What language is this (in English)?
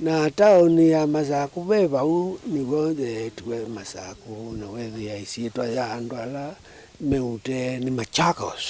Kamba